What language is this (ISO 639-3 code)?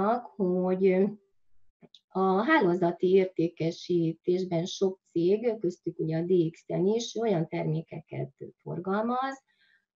hun